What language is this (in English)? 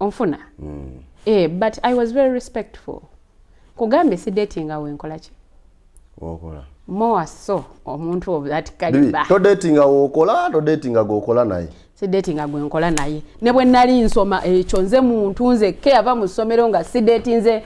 Ganda